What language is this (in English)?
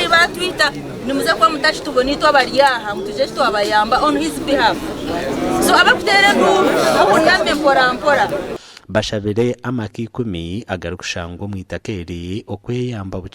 Nyankole